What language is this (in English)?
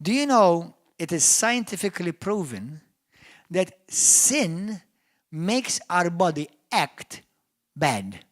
English